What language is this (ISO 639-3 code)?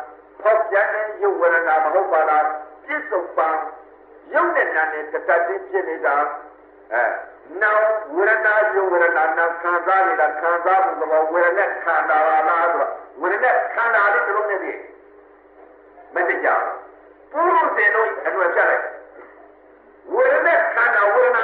mya